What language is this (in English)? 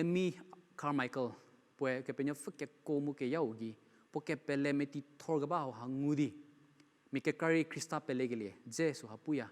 Angami Naga